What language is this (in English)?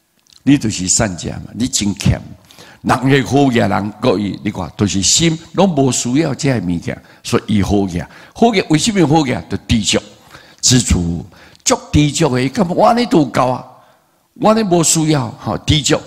Min Nan Chinese